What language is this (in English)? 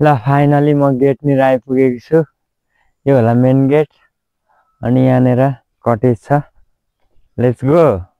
Nepali